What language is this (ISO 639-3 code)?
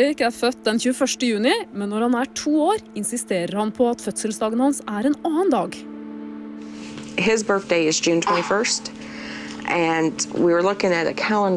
nor